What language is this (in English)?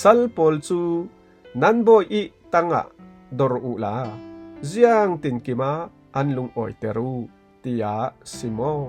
Falam Chin